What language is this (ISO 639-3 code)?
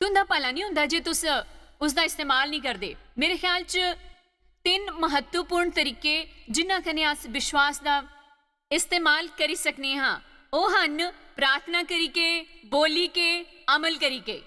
doi